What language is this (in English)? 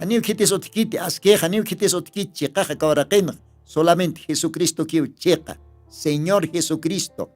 Aymara